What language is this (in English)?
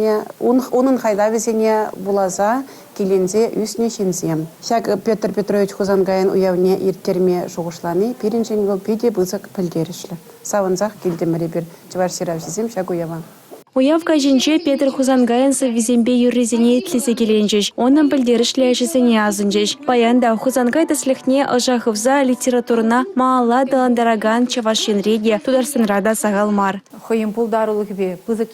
Chuvash